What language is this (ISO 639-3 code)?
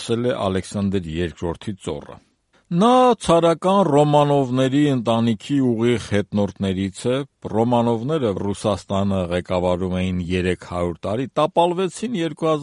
hye